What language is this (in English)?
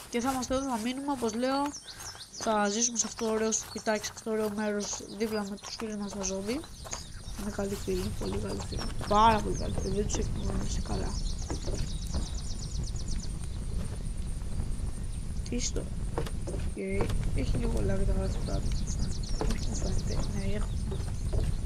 Greek